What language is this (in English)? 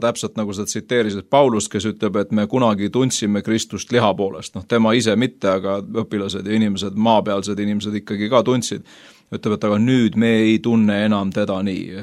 Estonian